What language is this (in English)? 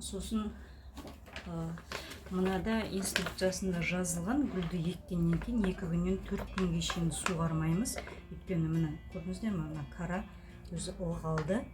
Kazakh